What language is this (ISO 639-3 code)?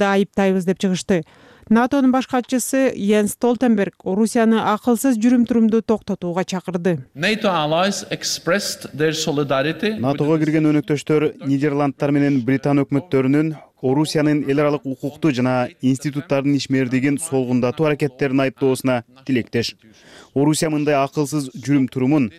kir